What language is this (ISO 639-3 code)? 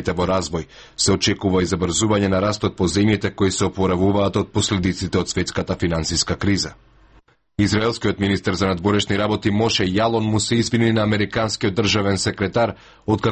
mkd